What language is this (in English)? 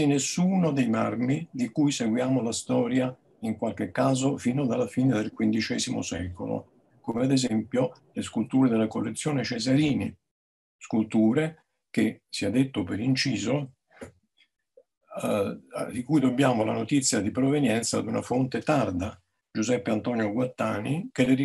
Italian